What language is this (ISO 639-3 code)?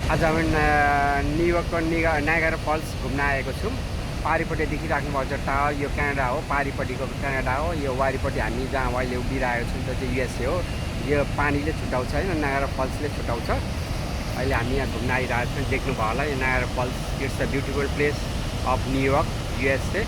nep